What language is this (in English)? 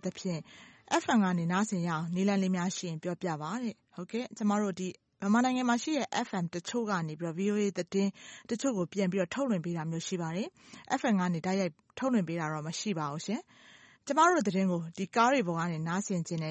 Burmese